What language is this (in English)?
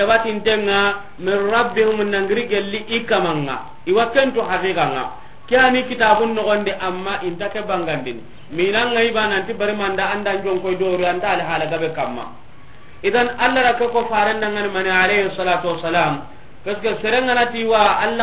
Soninke